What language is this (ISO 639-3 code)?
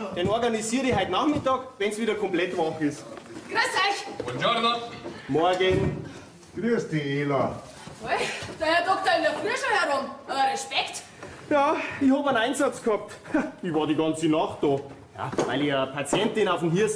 bar